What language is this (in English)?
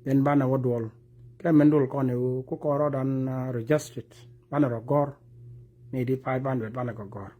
Nuer